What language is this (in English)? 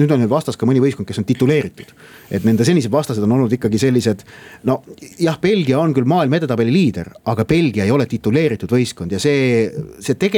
Estonian